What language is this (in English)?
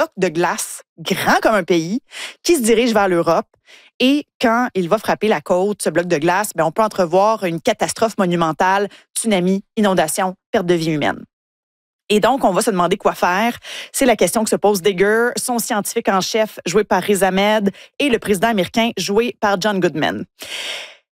French